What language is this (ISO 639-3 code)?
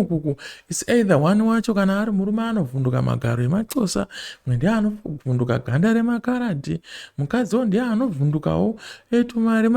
sna